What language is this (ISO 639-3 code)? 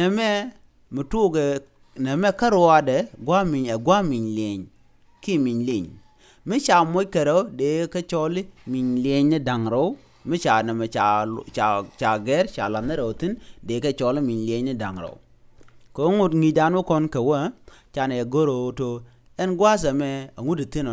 nus